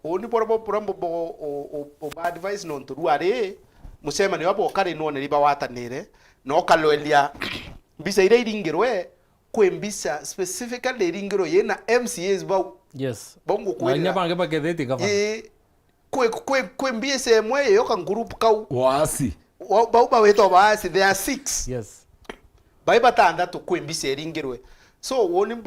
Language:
Meru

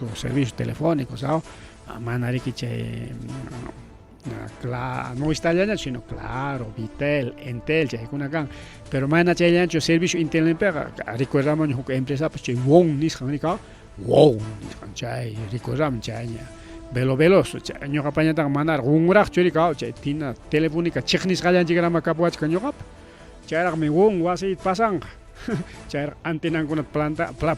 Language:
Ayacucho Quechua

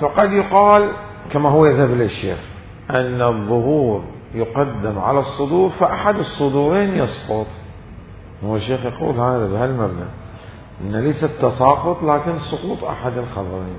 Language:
Mesopotamian Arabic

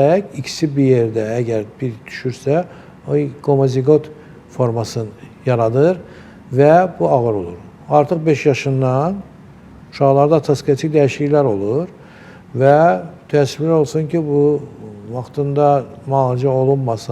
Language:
Azerbaijani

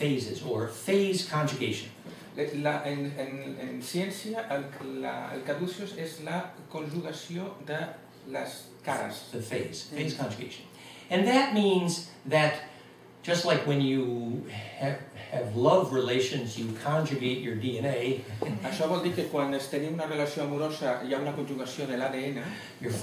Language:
Catalan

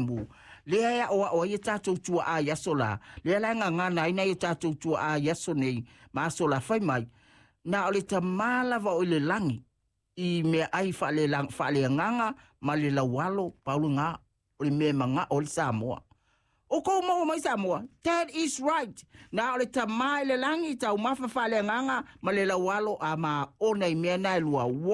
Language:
Samoan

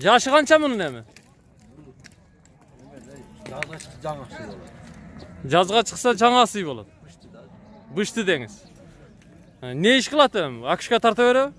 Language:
Kyrgyz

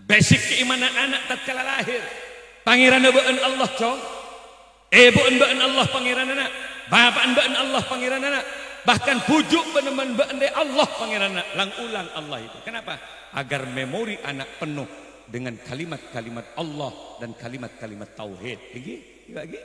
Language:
Madurese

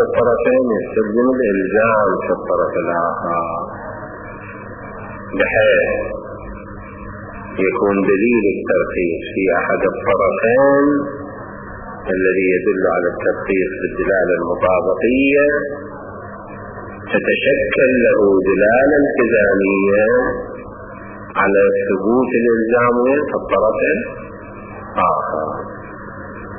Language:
Arabic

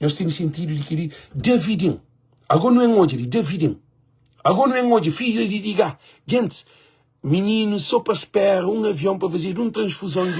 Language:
Kabuverdianu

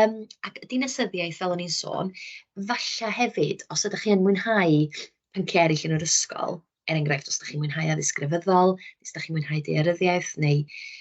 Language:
Welsh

